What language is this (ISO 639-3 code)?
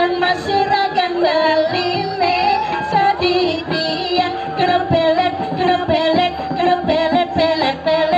ban